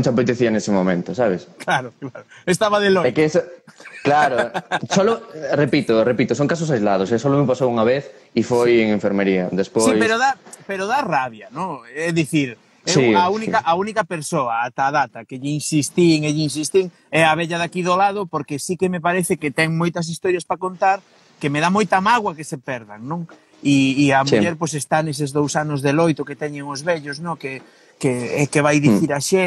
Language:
Galician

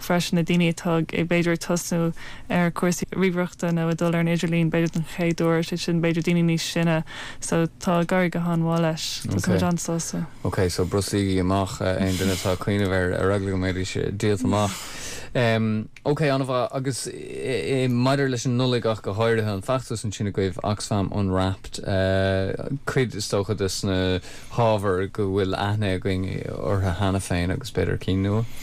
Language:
Irish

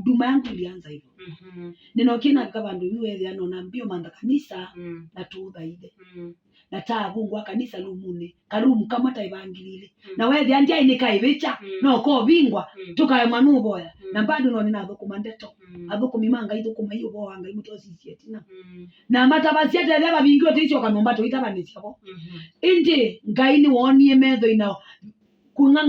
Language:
Kamba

